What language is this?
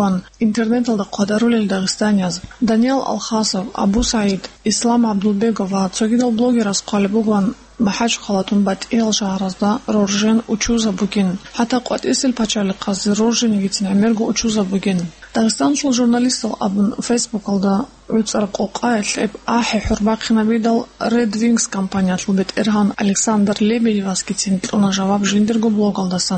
Avaric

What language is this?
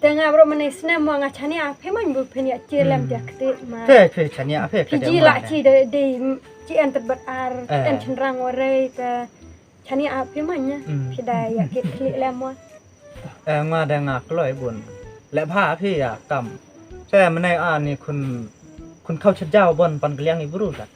Khasi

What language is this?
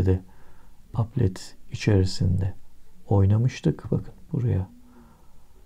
Turkish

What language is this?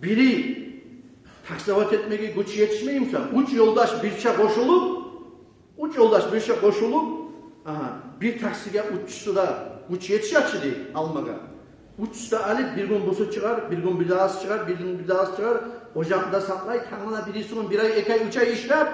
Kumyk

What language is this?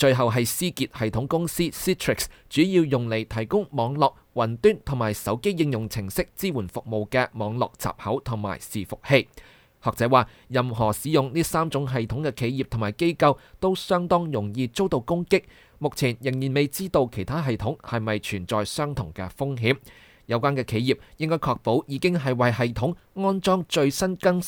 Cantonese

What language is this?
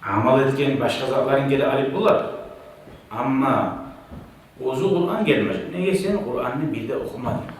Kumyk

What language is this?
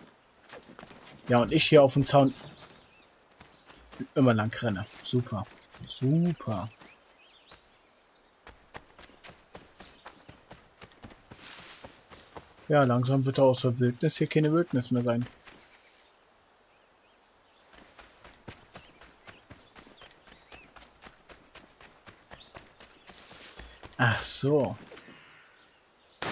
German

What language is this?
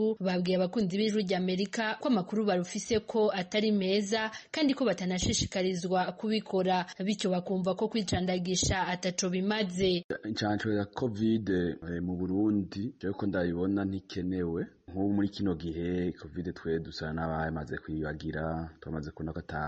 Rundi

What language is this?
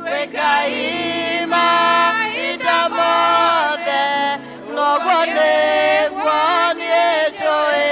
Kikuyu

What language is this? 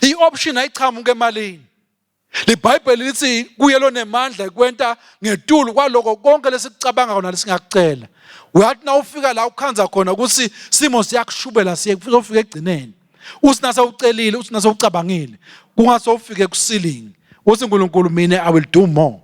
Swati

